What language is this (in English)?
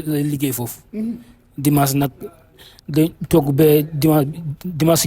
Wolof